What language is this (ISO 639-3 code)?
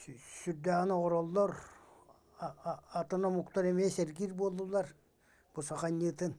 sah